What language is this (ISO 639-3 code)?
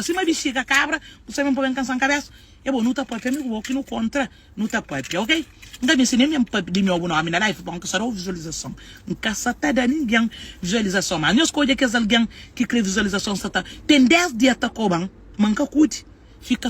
kea